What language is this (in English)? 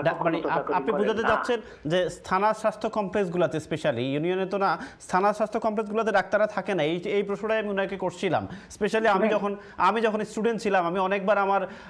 Bangla